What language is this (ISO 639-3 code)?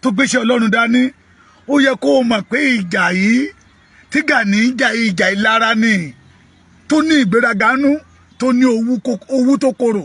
yor